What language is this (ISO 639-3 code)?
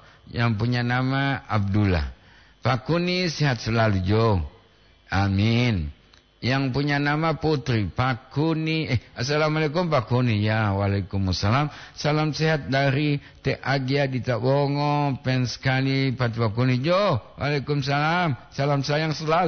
gor